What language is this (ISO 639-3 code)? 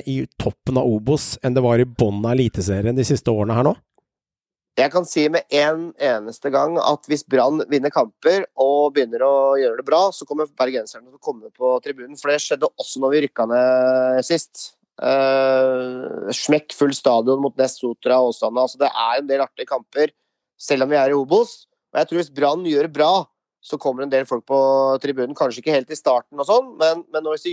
nor